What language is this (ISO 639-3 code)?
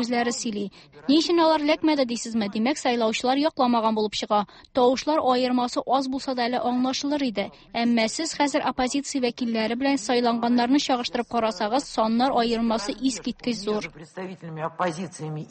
tat